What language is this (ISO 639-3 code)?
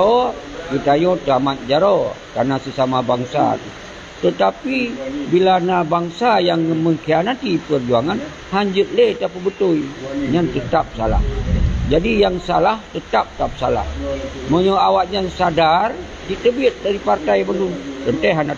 ace